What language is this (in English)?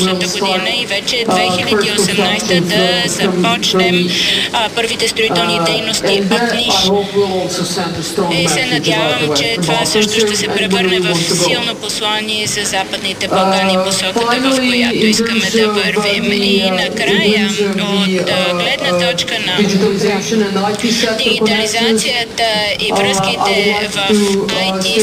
Bulgarian